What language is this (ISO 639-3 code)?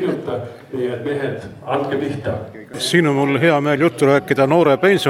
est